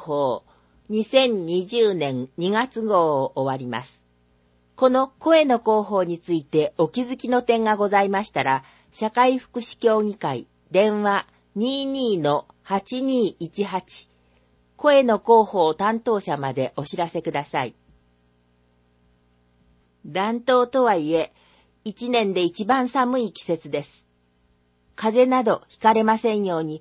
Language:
Japanese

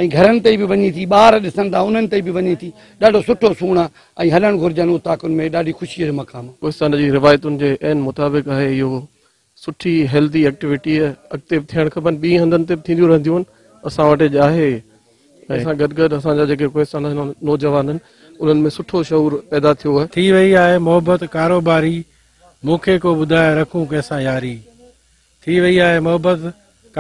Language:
Sindhi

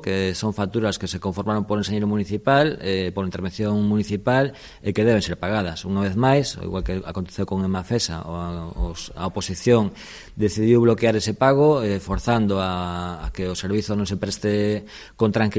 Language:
Galician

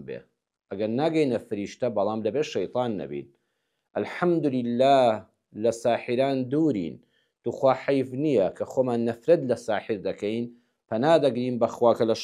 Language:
Central Kurdish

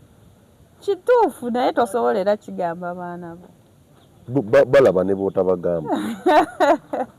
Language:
Ganda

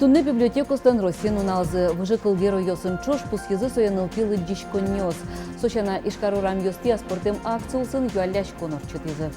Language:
Udmurt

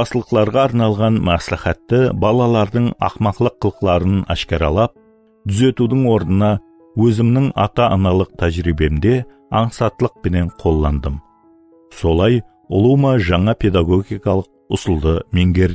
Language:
Kara-Kalpak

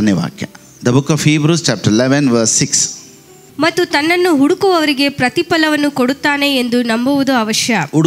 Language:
Kannada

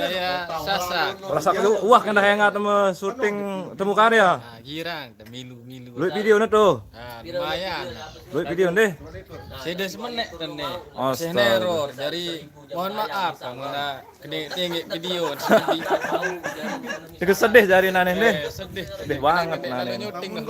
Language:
Sasak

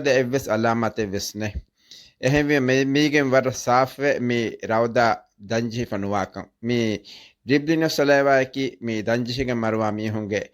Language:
Divehi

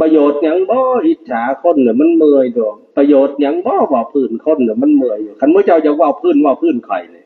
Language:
Northeastern Thai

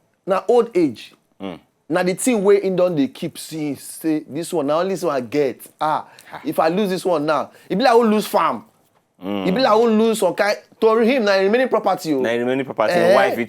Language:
Nigerian Pidgin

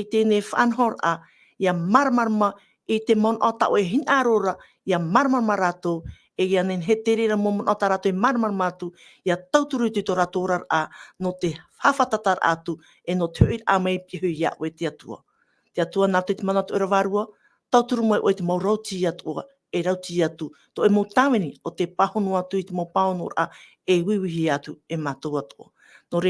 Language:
Tahitian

